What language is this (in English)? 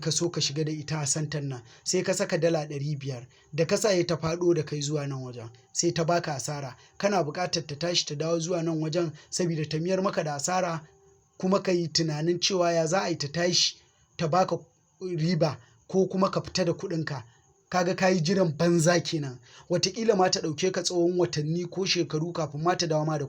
Hausa